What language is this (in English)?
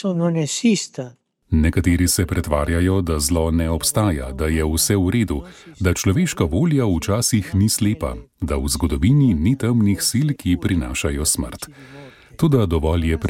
Slovenian